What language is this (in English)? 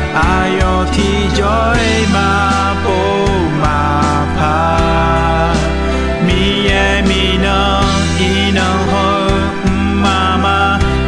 Akha